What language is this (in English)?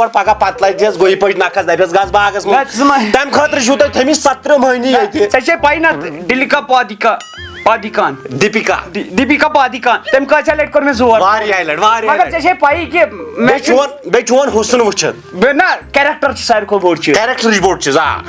Kashmiri